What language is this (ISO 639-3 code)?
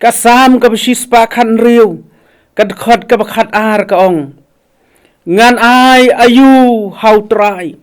kha